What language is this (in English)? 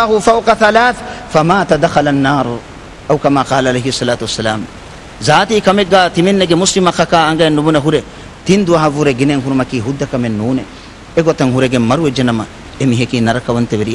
Divehi